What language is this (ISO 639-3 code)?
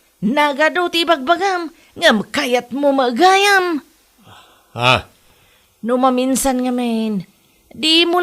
ilo